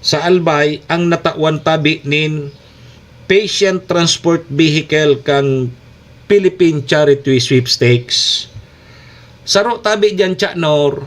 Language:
Bikol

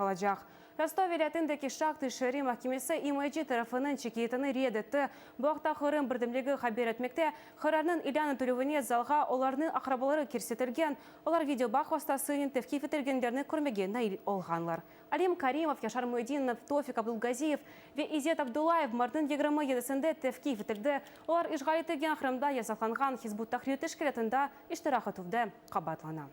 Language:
Crimean Tatar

